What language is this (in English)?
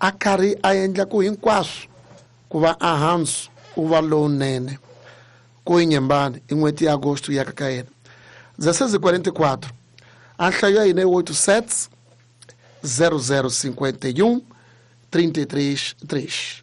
Tsonga